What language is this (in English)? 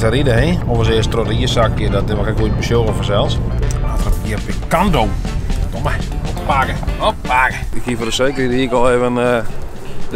Western Frisian